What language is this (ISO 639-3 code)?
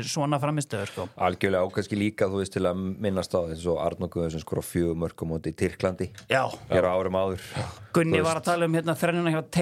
isl